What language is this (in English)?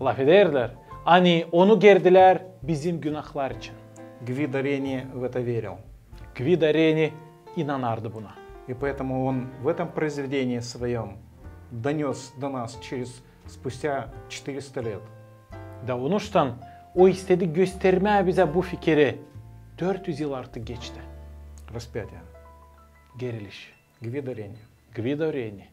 Gagauz